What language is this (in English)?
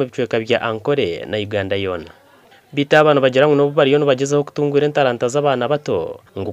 Nyankole